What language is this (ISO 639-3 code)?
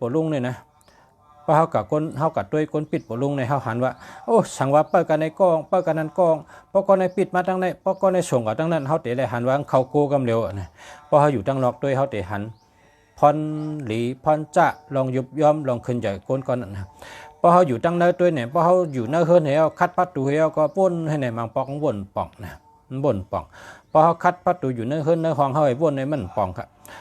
shn